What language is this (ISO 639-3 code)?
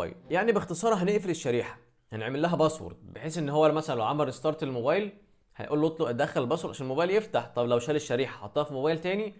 arz